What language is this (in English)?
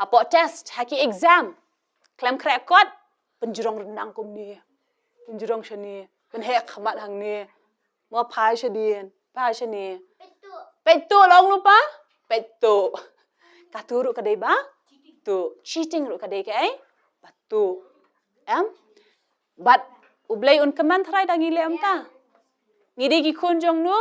Khasi